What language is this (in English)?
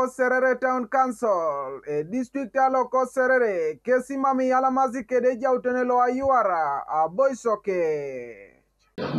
Teso